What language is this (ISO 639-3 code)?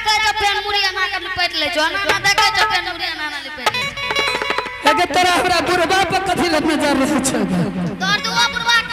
anp